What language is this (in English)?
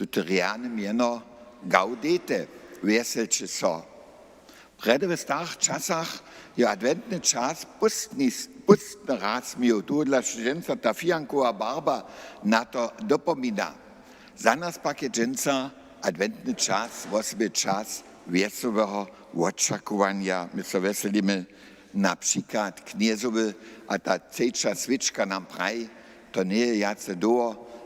Upper Sorbian